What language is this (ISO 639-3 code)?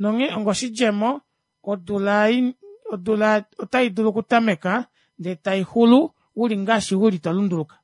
kua